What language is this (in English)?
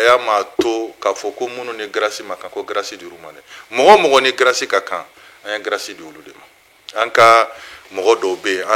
Bambara